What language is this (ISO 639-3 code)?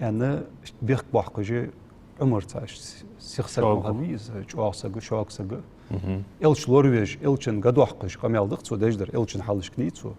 inh